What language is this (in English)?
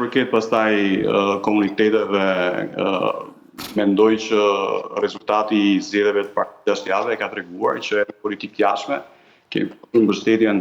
Albanian